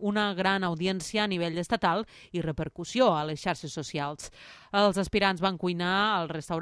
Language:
Catalan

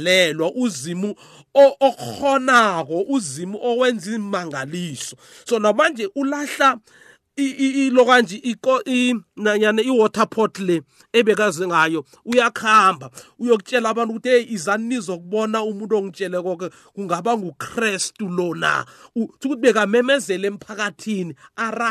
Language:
South Ndebele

